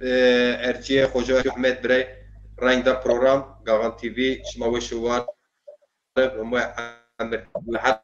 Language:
Zaza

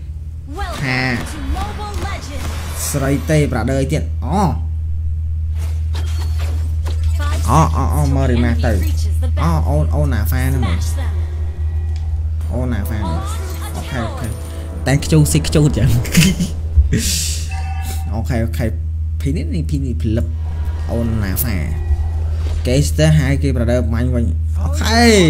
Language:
Vietnamese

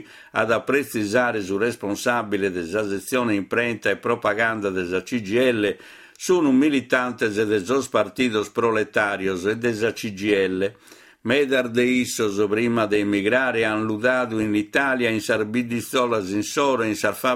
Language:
Sardinian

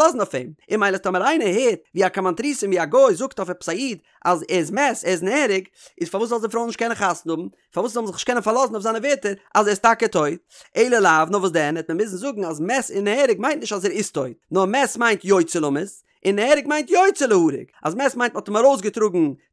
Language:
Yiddish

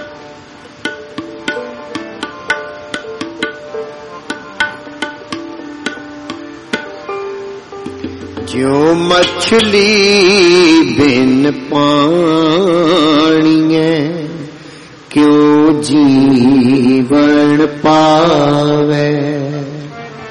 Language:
Punjabi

